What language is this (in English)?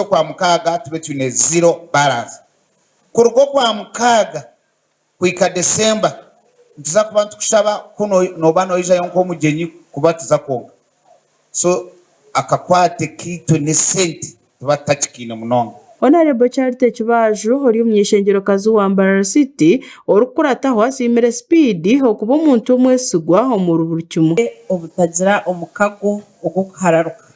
Nyankole